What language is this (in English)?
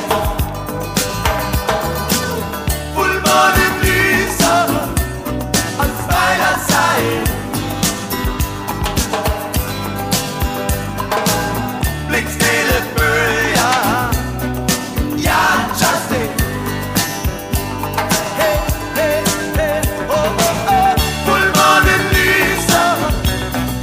Danish